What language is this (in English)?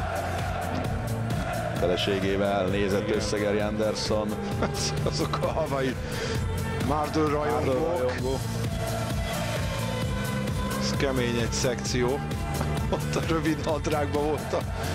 Hungarian